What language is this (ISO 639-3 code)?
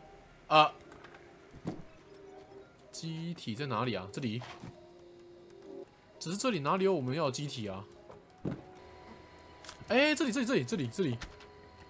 zho